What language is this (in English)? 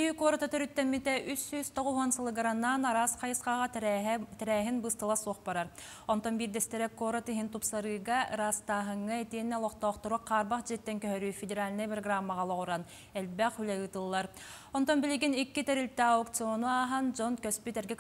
Yakut